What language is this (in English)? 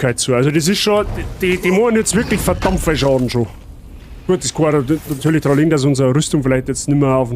Bavarian